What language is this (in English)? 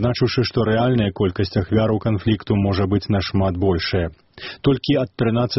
Belarusian